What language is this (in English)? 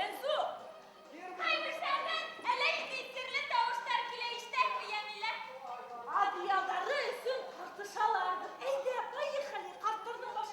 Bashkir